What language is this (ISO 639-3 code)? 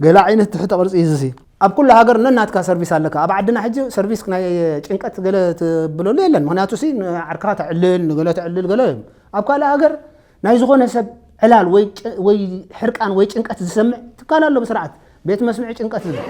tir